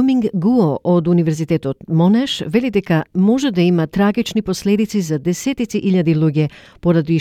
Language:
Macedonian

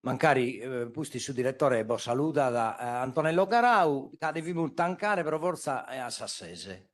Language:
Sardinian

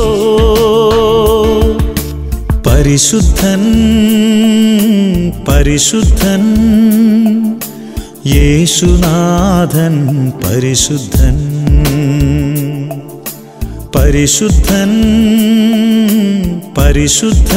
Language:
Malayalam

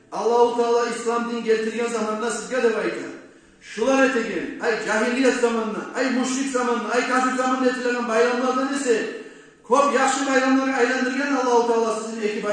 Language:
Kumyk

